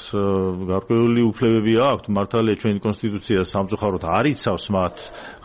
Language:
Georgian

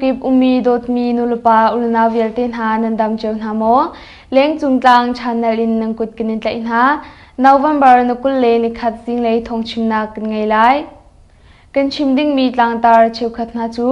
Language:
Hakha Chin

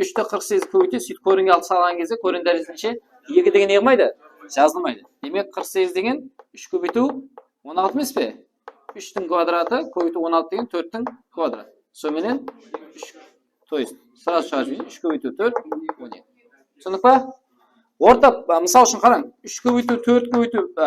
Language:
Kara-Kalpak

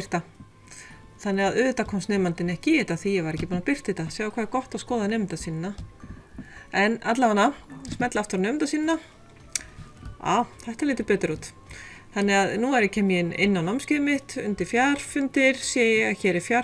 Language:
Icelandic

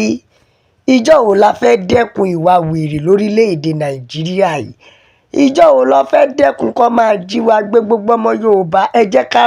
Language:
Yoruba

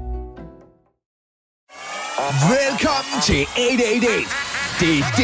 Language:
Danish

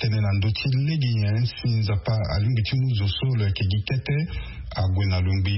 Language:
Sango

